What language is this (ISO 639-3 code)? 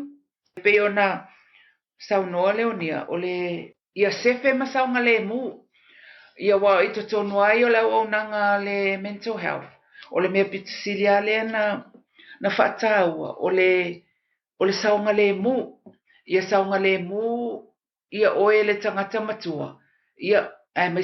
smo